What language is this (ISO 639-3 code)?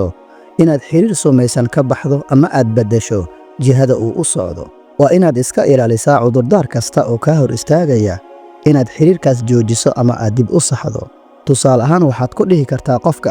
som